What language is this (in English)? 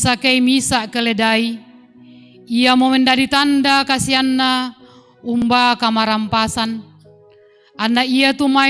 Toraja-Sa'dan